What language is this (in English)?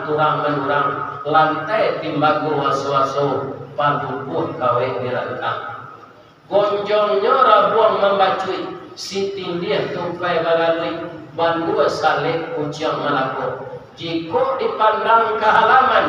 Minangkabau